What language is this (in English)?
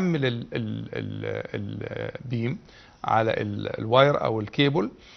Egyptian Arabic